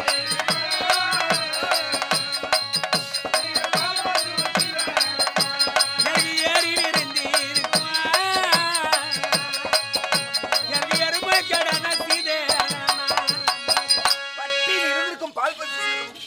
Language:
Tamil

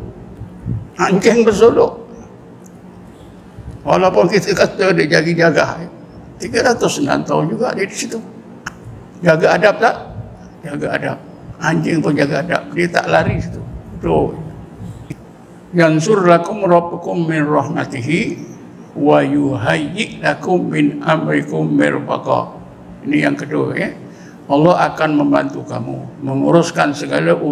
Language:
Malay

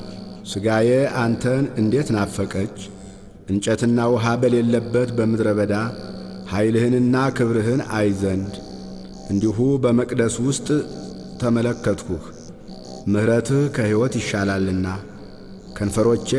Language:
Amharic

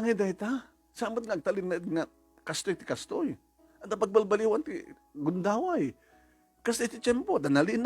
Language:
Iloko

